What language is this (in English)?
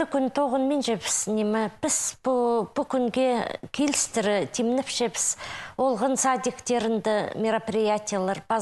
Khakas